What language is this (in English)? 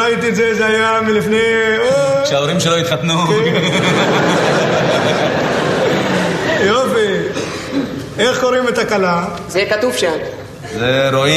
Hebrew